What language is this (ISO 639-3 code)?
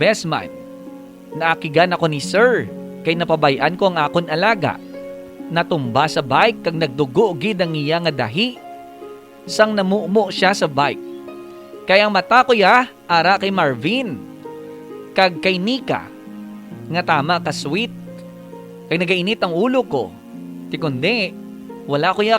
hil